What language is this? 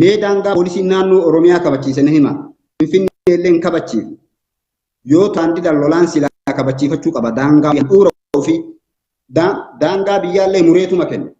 Oromo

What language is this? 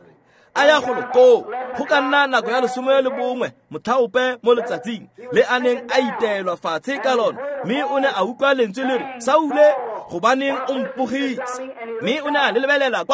Tswana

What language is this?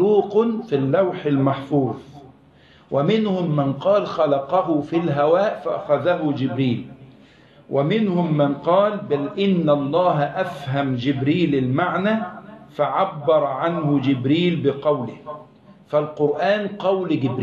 Arabic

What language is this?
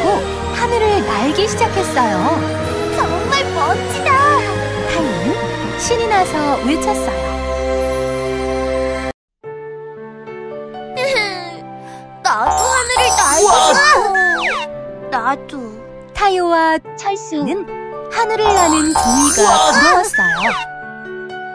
Korean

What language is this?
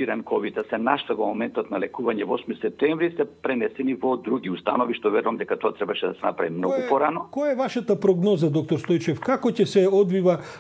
Macedonian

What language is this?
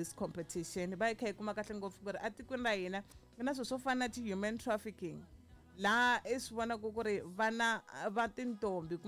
Tsonga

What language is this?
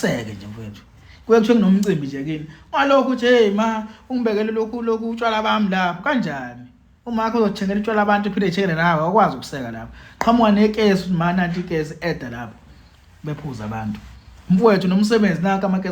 Zulu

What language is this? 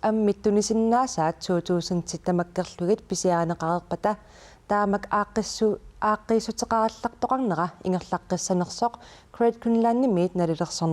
Kalaallisut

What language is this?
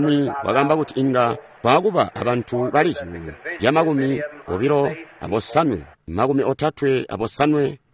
Tonga (Zambia)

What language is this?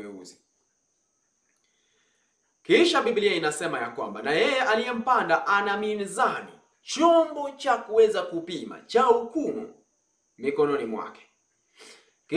Swahili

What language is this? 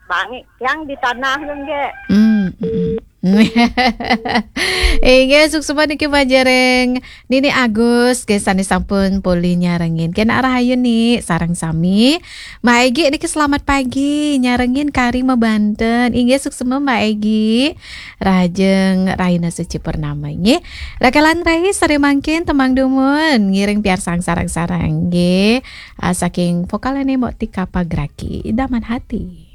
Balinese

